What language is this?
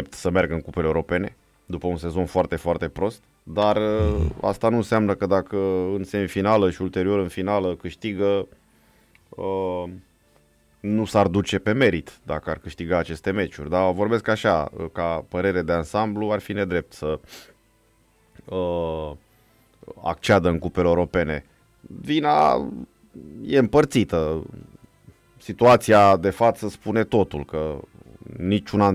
Romanian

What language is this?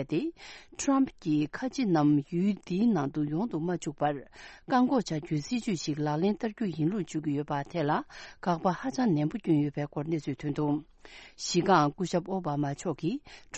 Tibetan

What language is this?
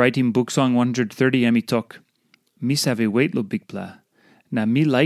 Tok Pisin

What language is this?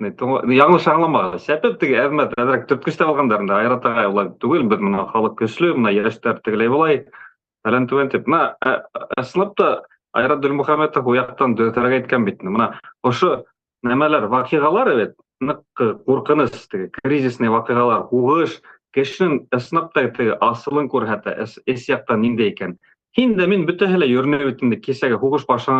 Bashkir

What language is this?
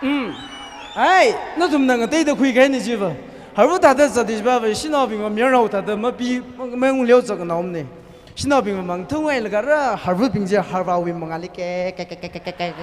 Tangkhul Naga (India)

